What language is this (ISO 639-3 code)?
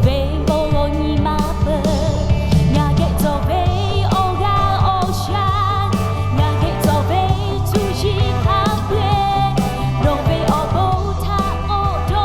lhu